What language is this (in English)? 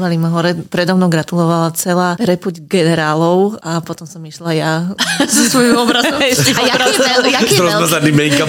Slovak